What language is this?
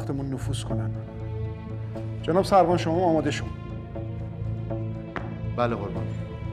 Persian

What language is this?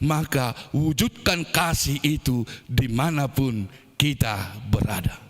Batak Toba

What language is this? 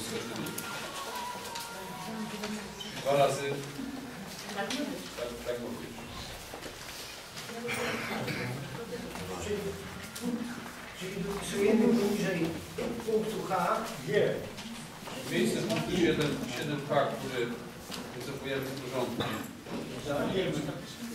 Polish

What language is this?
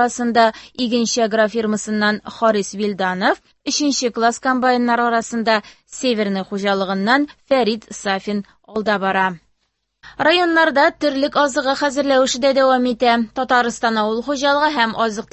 Tatar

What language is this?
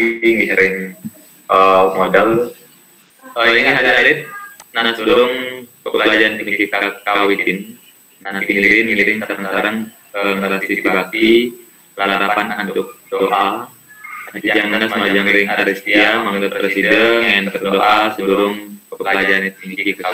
Balinese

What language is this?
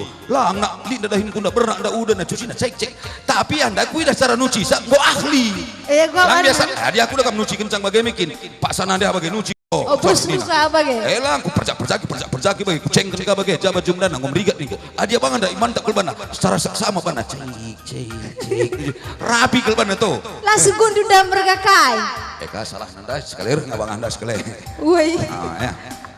Batak Karo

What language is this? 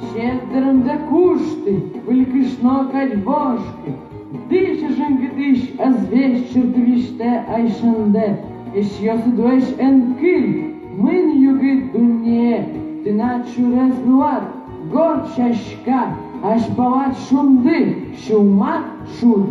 Udmurt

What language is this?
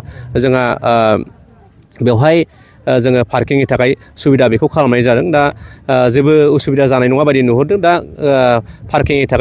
Bodo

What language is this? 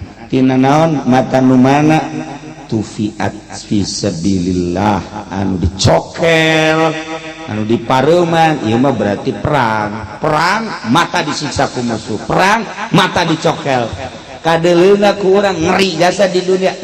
Sundanese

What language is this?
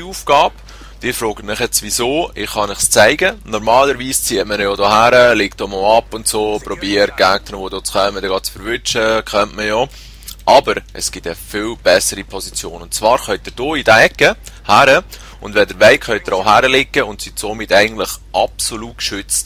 Swiss German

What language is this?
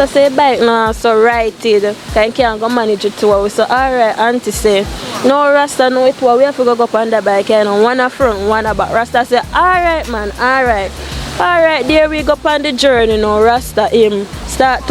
Jamaican Creole English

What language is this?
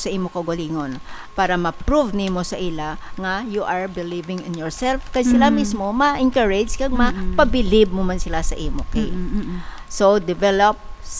Hiligaynon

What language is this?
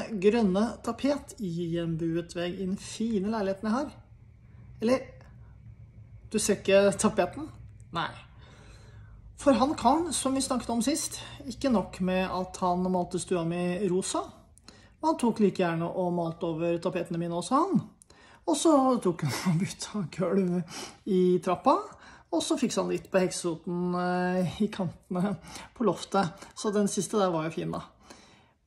Norwegian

